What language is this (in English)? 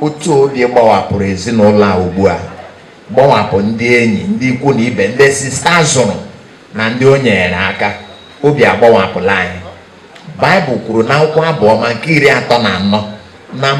Igbo